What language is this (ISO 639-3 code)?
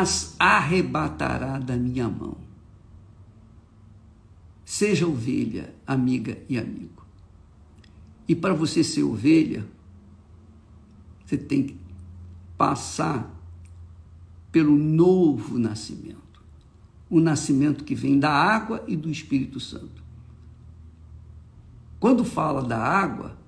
por